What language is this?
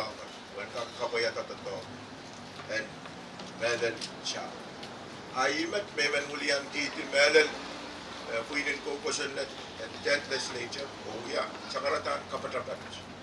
Pohnpeian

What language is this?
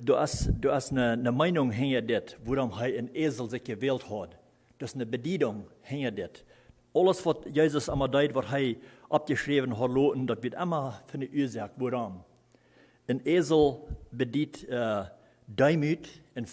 Plautdietsch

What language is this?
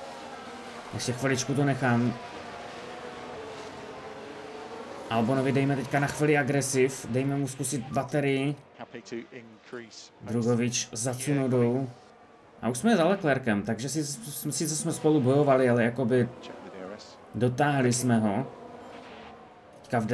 Czech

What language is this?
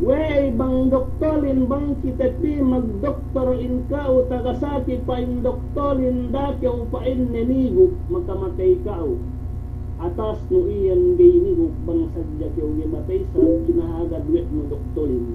Yakan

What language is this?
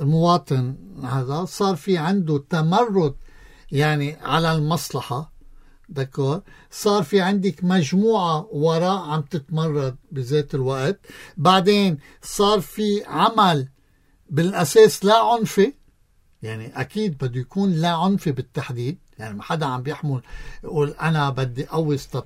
North Levantine Arabic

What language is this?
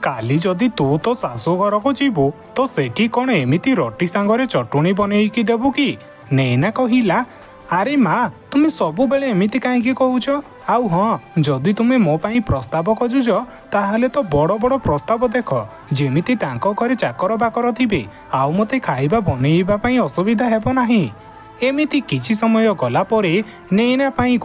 Odia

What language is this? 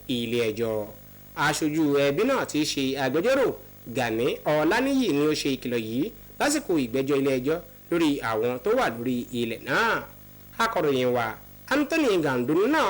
Yoruba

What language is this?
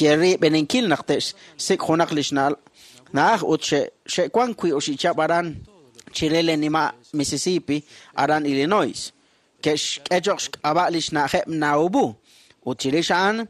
Kekchí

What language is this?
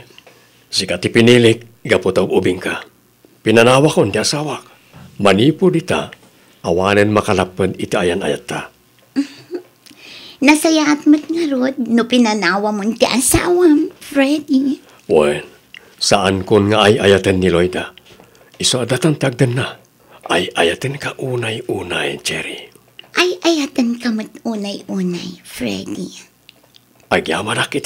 Iloko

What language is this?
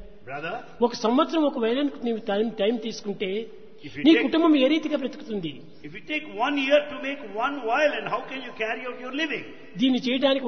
Telugu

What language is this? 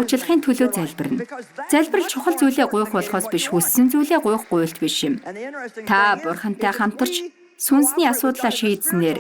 Mongolian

